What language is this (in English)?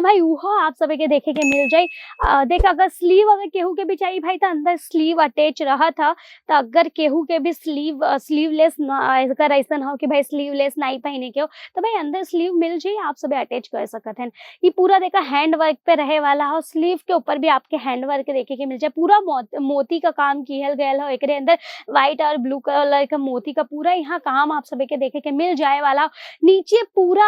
Bhojpuri